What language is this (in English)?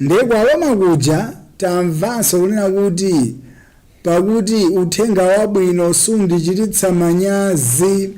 Nyanja